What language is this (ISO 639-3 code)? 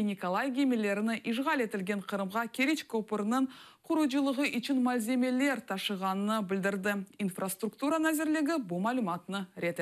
crh